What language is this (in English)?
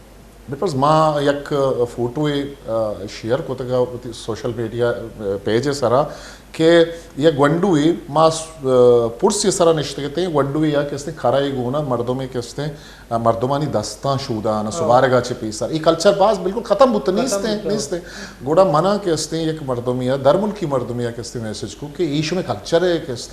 Baluchi